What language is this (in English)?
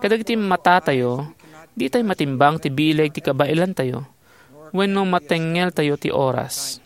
Iloko